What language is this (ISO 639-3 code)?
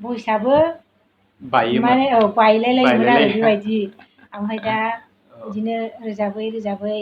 brx